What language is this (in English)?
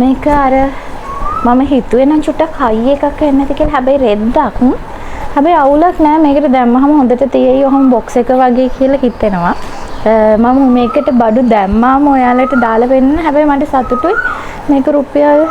Sinhala